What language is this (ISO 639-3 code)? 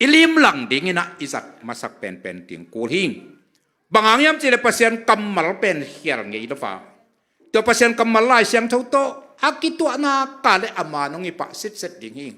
ctd